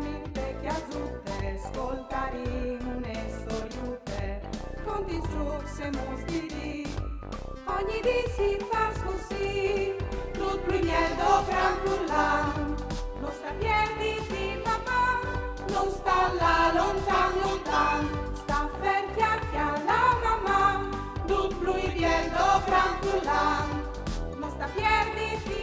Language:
Friulian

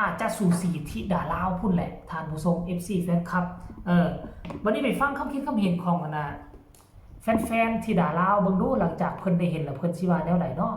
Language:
Northeastern Thai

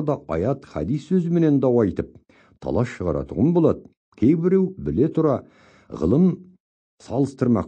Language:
Kazakh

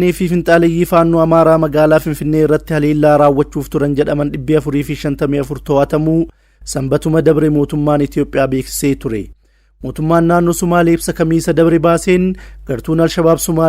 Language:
Oromo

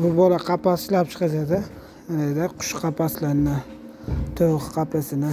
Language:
Uzbek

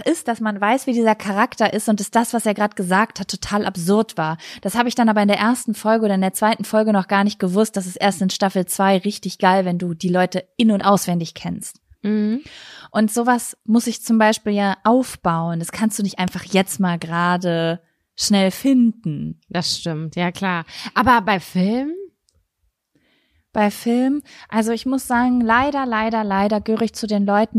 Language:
German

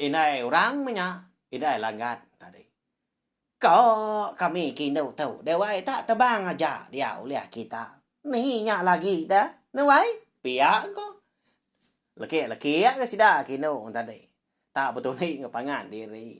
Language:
Iban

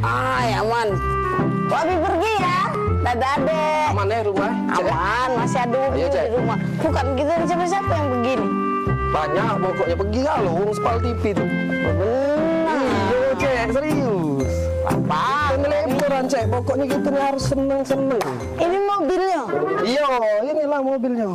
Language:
Musi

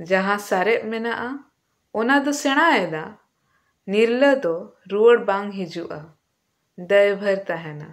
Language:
Santali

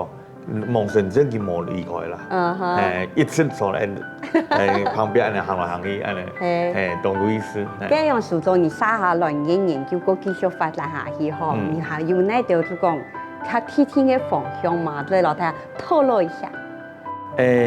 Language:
Hakka Chinese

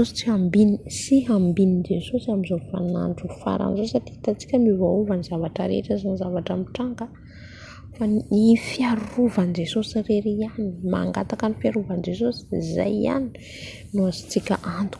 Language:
Malagasy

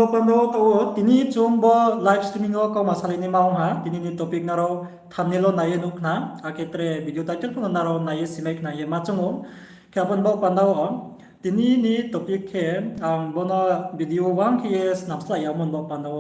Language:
Riang (India)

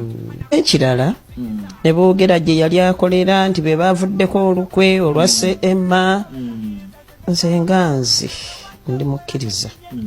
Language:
Ganda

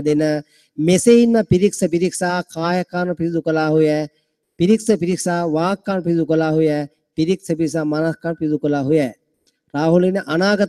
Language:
Sinhala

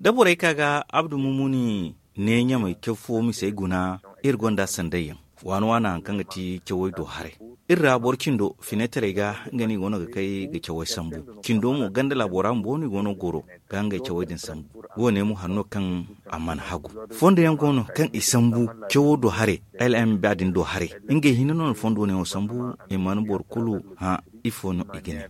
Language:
Zarma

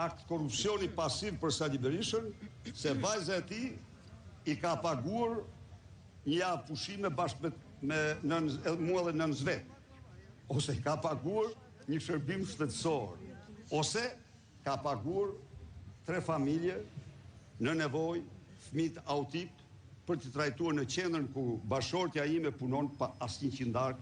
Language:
Albanian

